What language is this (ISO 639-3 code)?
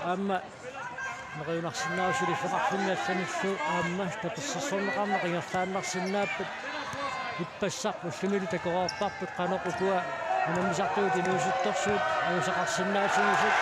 kal